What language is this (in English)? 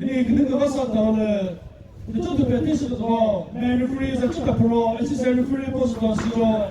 Chokri Naga